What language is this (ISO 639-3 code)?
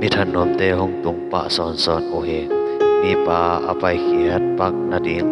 ctd